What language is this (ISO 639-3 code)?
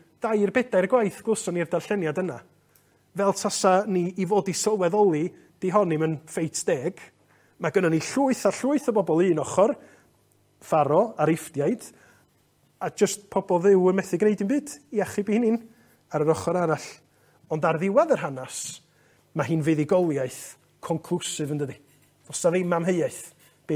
cym